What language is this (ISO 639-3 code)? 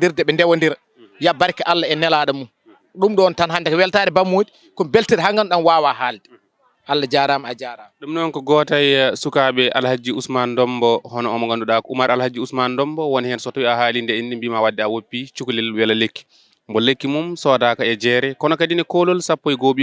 ful